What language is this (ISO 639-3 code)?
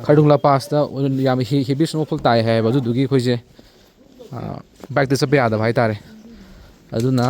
mni